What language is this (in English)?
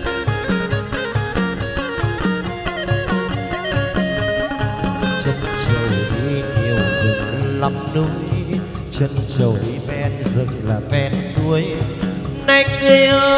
Vietnamese